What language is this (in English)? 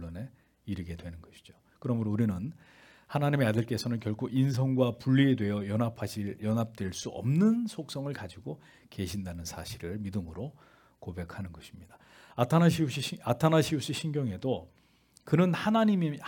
Korean